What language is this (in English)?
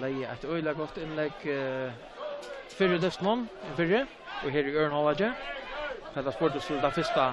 Faroese